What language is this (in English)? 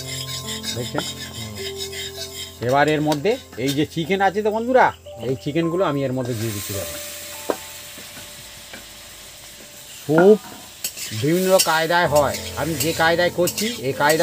Bangla